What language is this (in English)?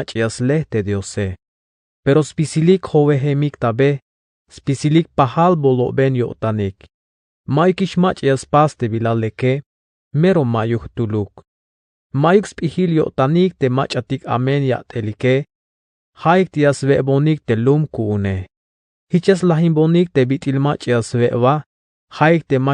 Tzeltal